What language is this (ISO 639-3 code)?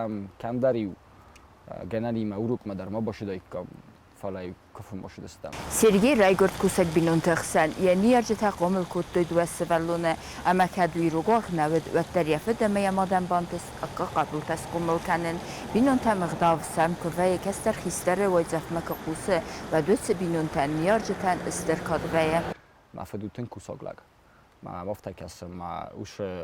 oss